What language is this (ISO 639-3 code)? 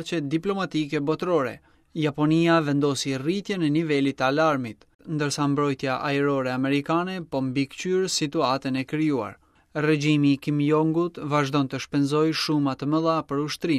sqi